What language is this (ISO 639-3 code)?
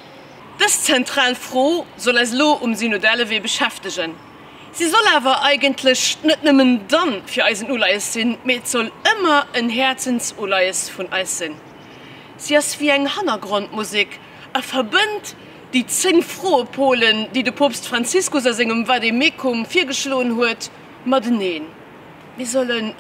ltz